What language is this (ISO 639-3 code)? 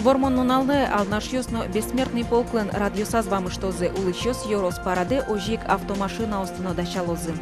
udm